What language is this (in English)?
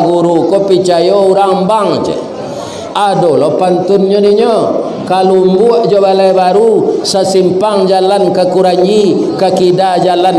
Minangkabau